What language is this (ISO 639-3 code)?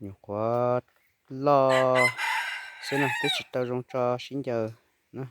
hmn